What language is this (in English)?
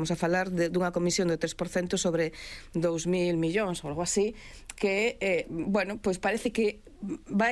Galician